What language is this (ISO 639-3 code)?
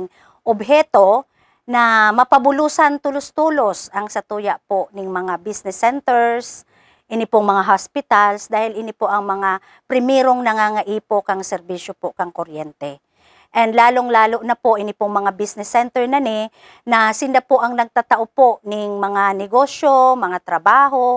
bik